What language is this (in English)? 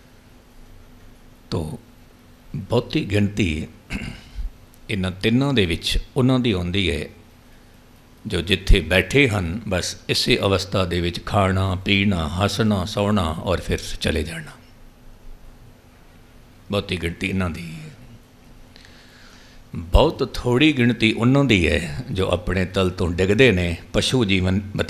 Punjabi